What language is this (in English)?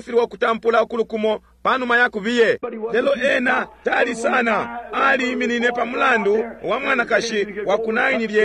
Bemba